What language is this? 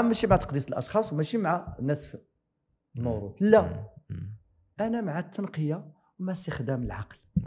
Moroccan Arabic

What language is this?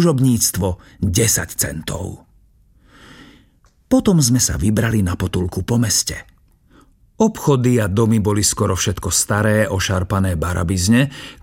Slovak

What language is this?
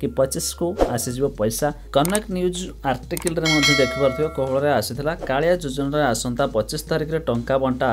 Odia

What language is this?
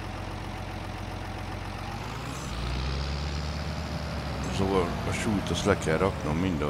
Hungarian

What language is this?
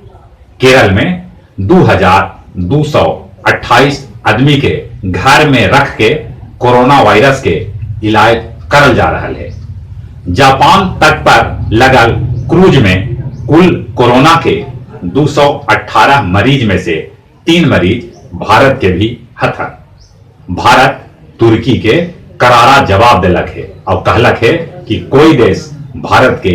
Magahi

